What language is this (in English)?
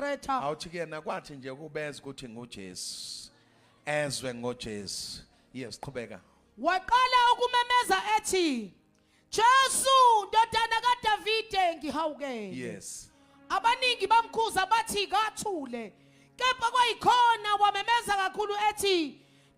Zulu